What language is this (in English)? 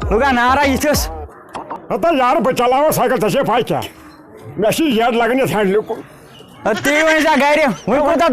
Kashmiri